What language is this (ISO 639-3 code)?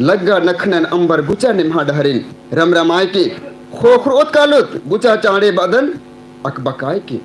kru